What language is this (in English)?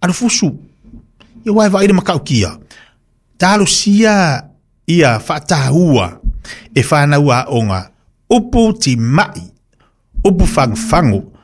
Samoan